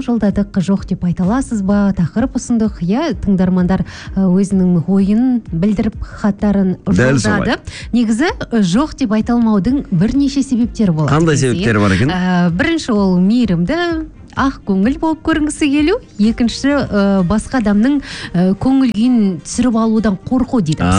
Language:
Kazakh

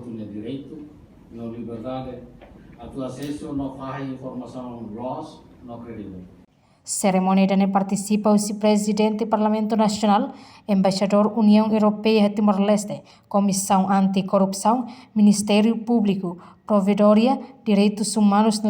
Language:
Tetum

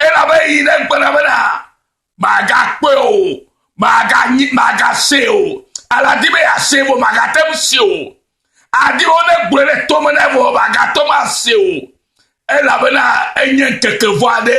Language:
Ewe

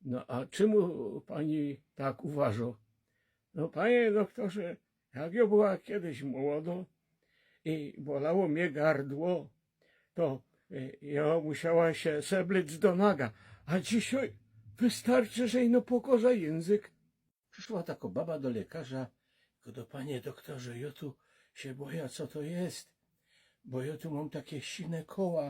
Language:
Silesian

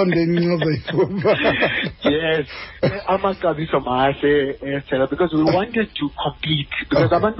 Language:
Xhosa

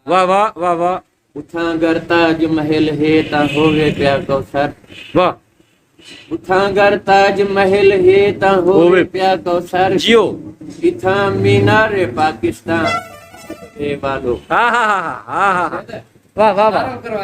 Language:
Saraiki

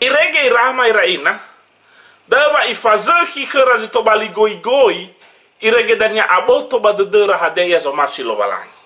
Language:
Nias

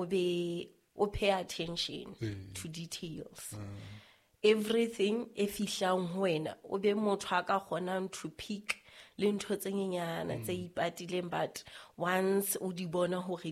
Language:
Southern Sotho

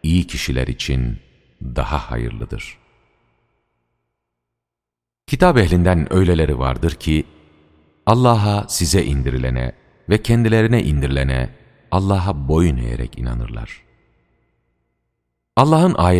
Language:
Turkish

